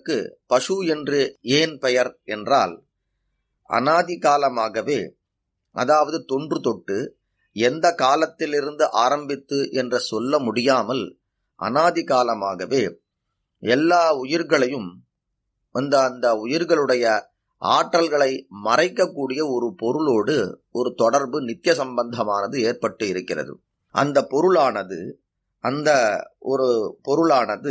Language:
Tamil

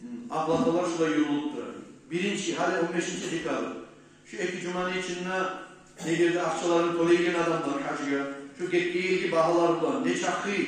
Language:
Kumyk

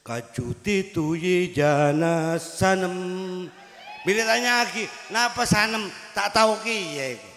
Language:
Madurese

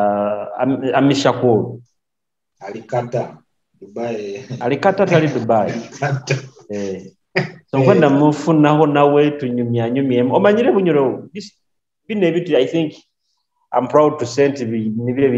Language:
Nyoro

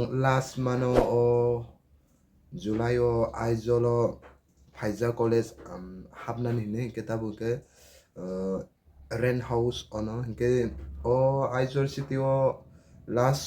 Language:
Kok Borok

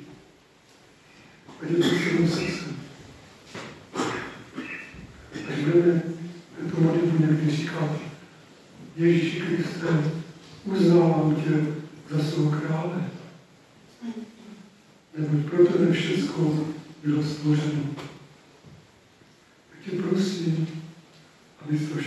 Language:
Czech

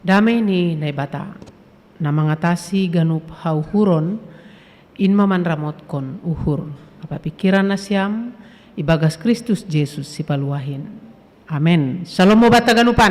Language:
Batak Simalungun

